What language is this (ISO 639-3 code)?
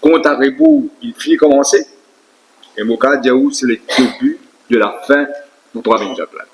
mfe